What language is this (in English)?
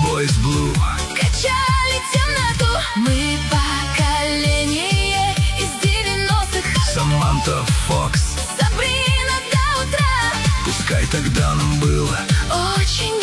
Russian